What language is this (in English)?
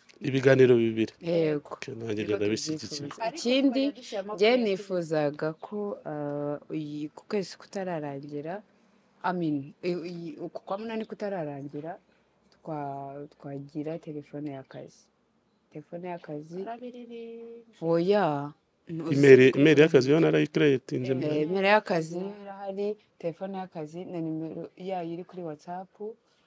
Kinyarwanda